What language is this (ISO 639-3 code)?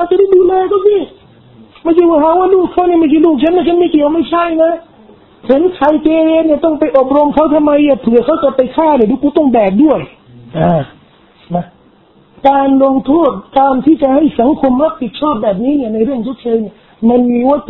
tha